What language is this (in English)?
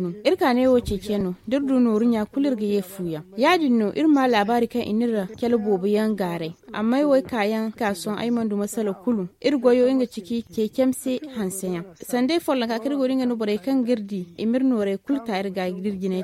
Zarma